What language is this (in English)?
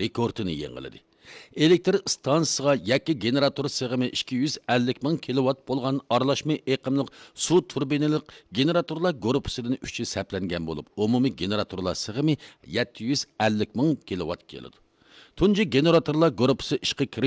Uyghur